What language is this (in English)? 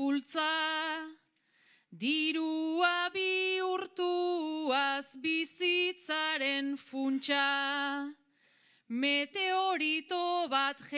Basque